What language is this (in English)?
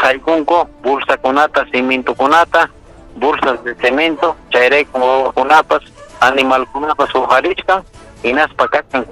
Ayacucho Quechua